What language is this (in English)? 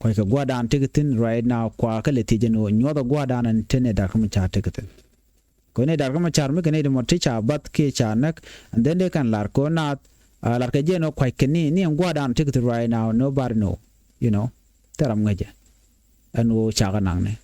Nuer